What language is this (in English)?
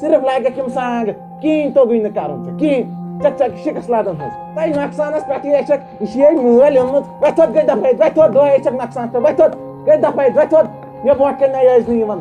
Kashmiri